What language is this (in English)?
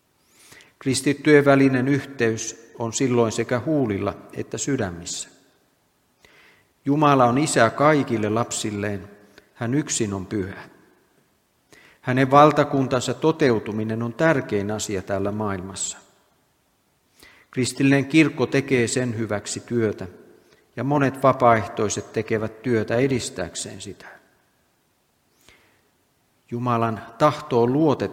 Finnish